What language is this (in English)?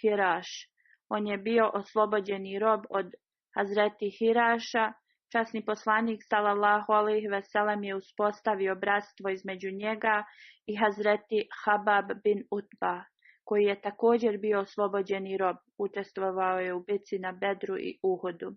Bosnian